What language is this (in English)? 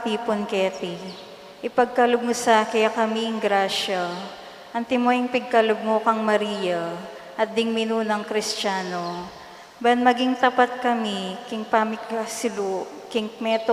Pampanga